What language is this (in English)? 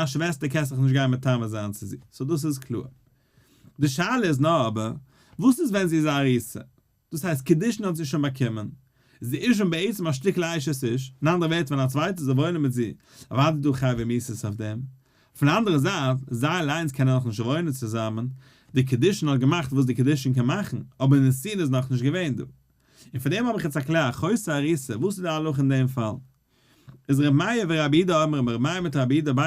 Yiddish